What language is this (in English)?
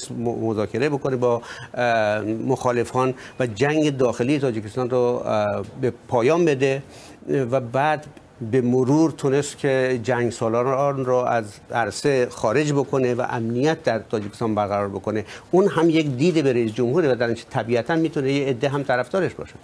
Tajik